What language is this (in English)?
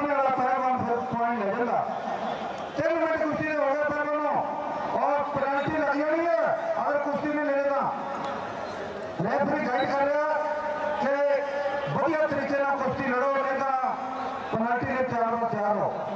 Punjabi